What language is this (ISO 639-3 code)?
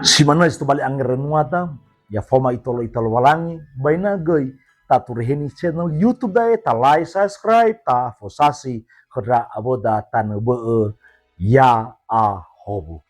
nia